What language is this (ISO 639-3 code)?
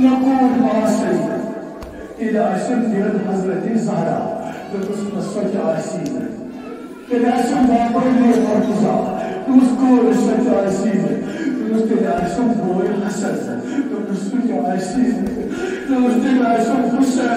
kas